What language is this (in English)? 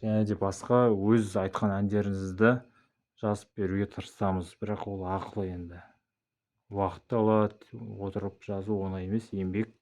Kazakh